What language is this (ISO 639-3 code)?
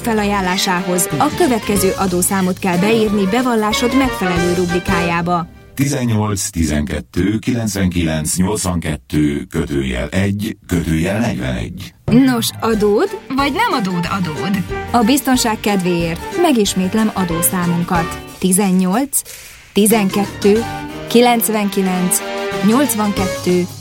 hun